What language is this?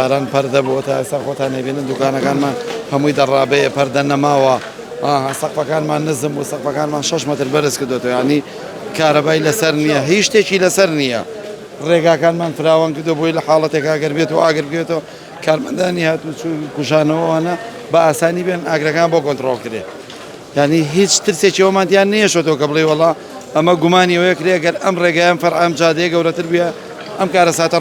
Central Kurdish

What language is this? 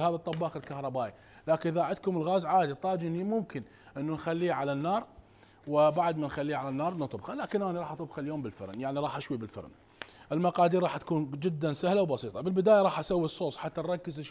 Mesopotamian Arabic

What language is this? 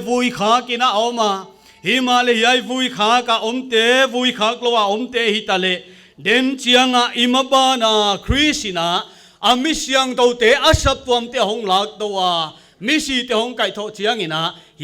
Paite Chin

